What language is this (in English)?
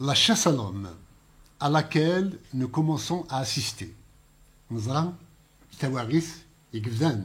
Kabyle